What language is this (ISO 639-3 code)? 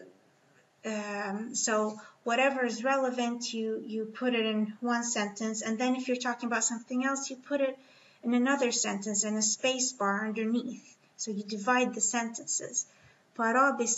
swe